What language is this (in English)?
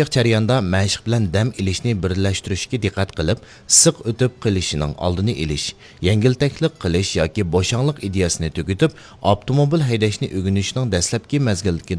Uyghur